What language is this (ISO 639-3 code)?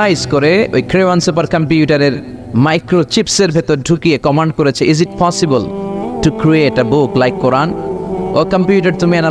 ben